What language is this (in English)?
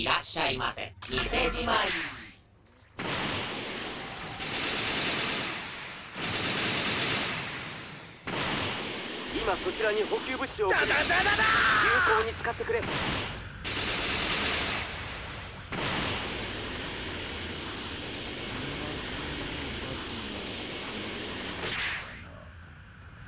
Japanese